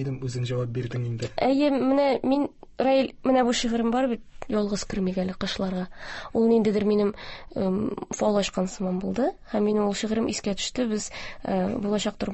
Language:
Tatar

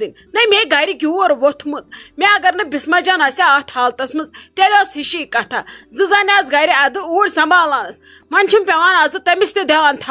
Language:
Kashmiri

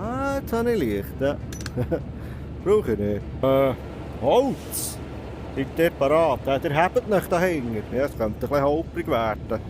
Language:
Swiss German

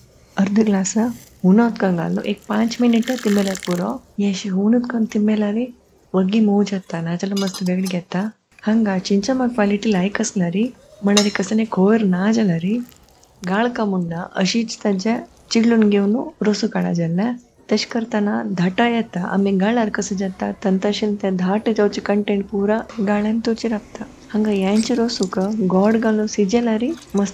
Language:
Konkani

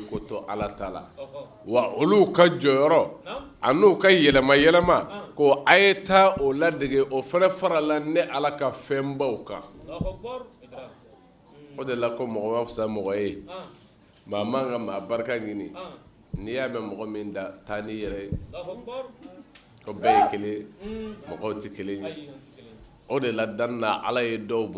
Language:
Bambara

